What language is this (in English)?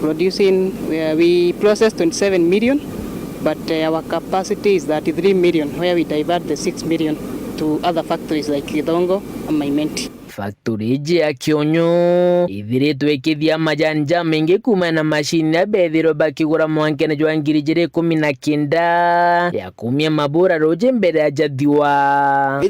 Meru